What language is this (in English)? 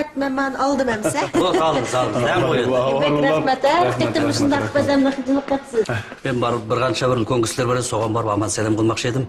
Uyghur